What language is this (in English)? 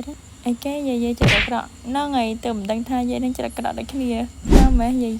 Khmer